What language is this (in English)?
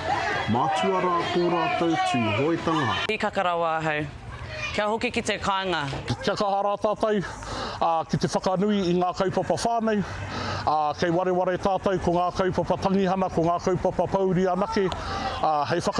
Māori